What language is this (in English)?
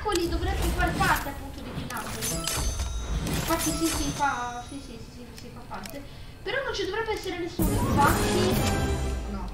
Italian